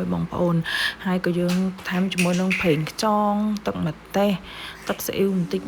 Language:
Khmer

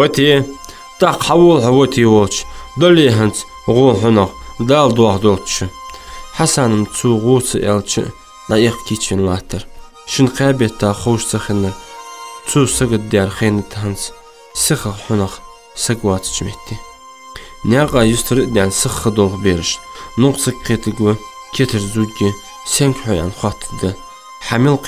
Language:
Ingush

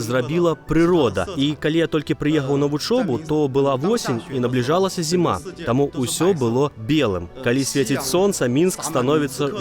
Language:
Belarusian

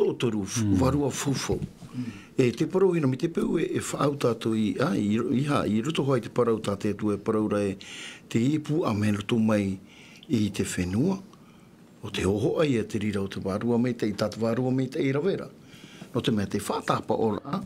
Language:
Tahitian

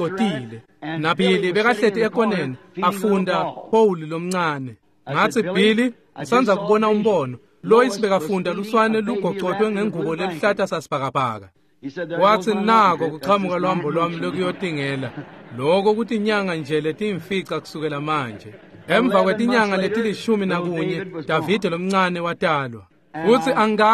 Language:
Swati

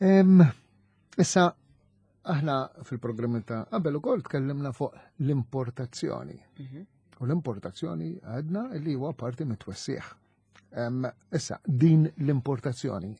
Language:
Maltese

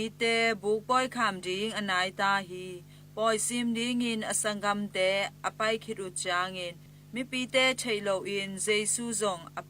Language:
Tedim Chin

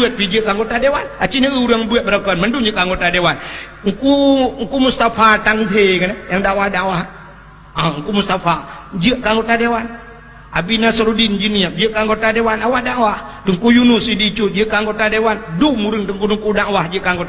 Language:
Achinese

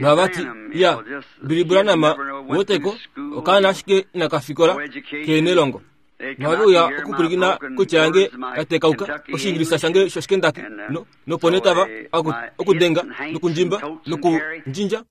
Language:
Kuanyama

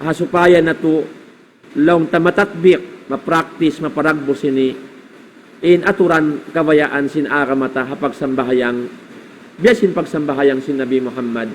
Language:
Tausug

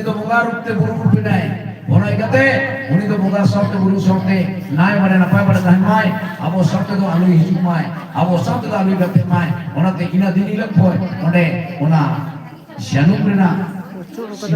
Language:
Santali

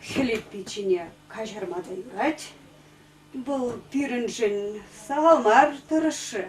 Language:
Chuvash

